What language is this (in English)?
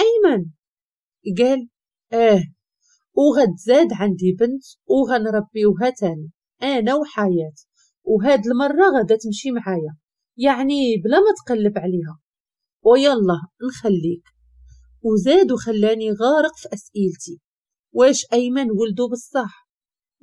Moroccan Arabic